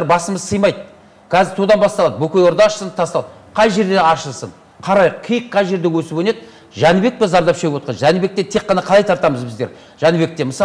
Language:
Kazakh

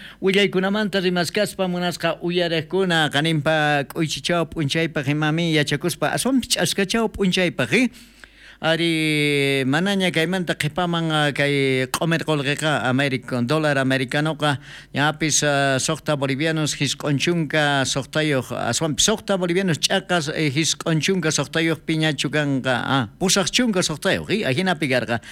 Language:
South Bolivian Quechua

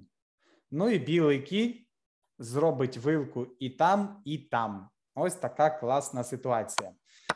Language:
Ukrainian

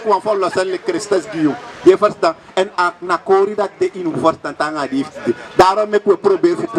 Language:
Sranan Tongo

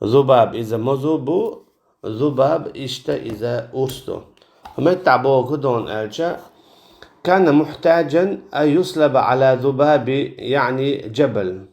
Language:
Chechen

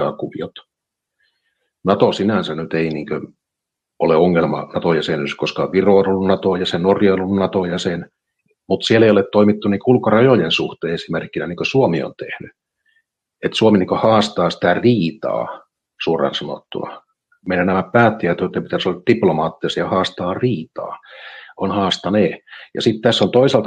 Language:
Finnish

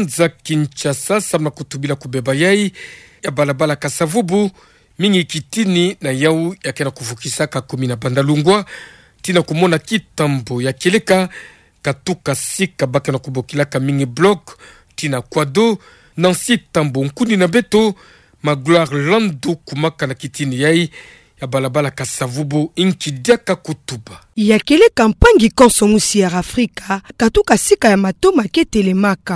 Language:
Kituba (Democratic Republic of Congo)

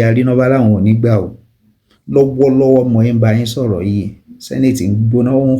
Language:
Yoruba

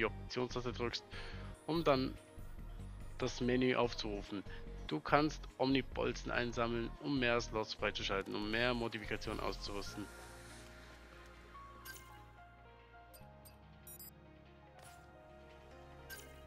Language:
German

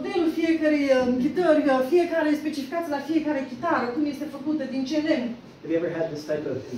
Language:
Romanian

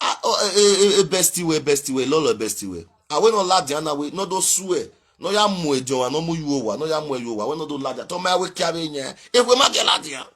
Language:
Nigerian Pidgin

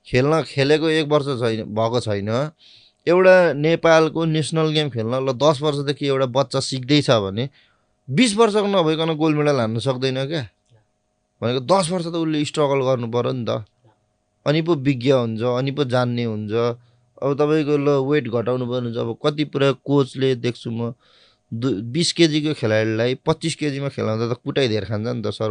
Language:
Nepali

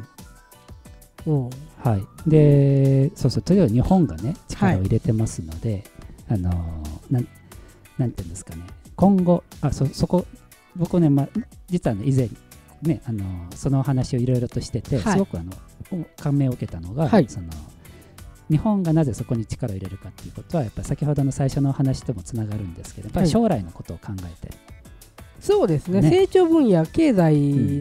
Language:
Japanese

